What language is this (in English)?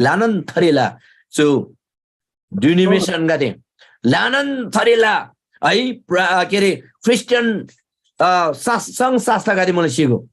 Eastern Tamang